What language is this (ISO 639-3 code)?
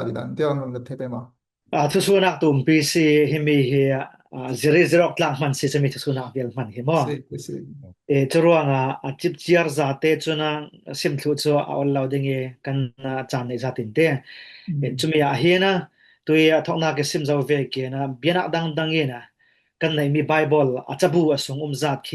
cfm